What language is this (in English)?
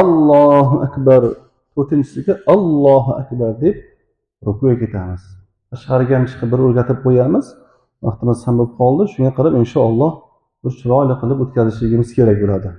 Uzbek